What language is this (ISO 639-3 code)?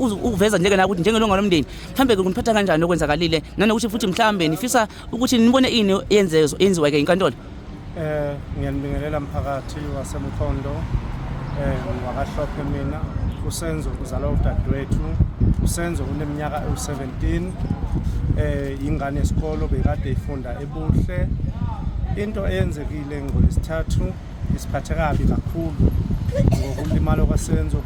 zul